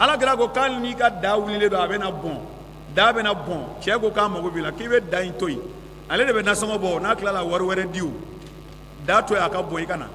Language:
Bambara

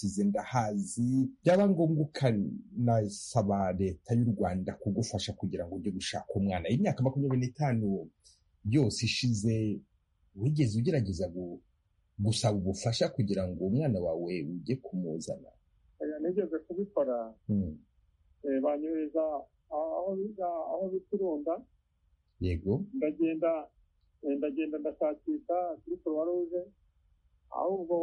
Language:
Kinyarwanda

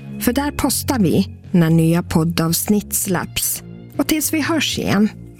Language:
Swedish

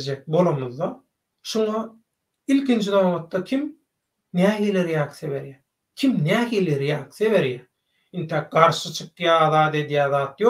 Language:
Turkmen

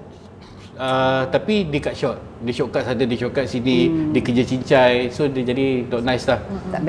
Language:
Malay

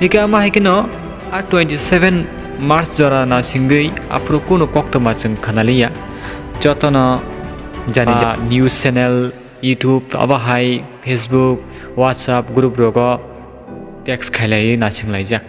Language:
Kok Borok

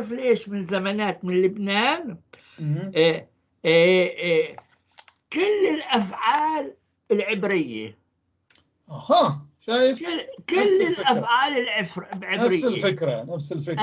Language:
North Levantine Arabic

